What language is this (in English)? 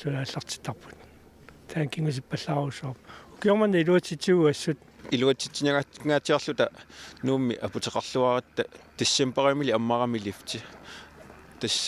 Kalaallisut